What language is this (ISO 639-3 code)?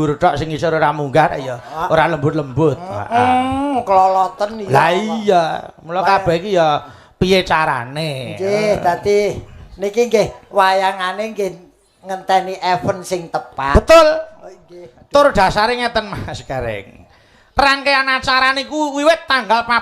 jav